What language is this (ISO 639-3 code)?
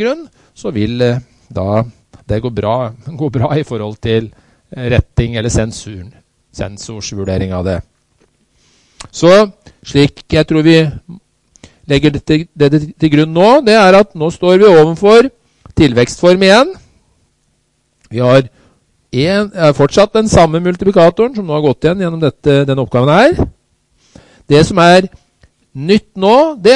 nor